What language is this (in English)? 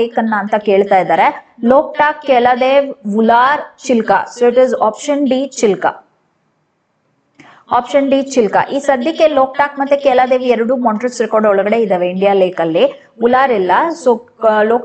Kannada